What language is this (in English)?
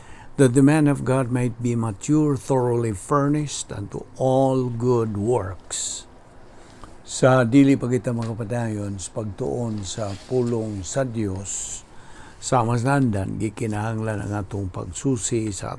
Cebuano